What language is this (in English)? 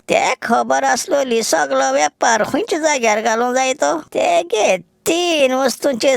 Konkani